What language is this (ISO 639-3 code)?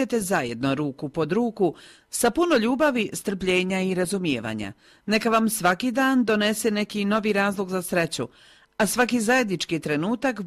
hrv